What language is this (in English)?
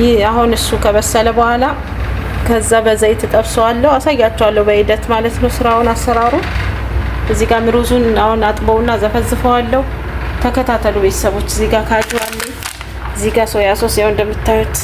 Amharic